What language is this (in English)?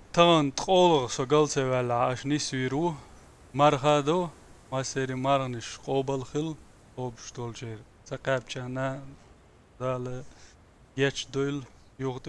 Chechen